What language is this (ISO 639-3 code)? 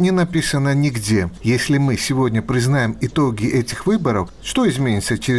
rus